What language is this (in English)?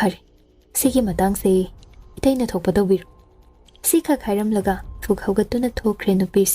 Manipuri